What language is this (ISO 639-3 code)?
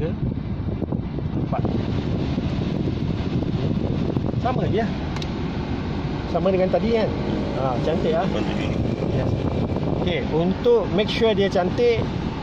msa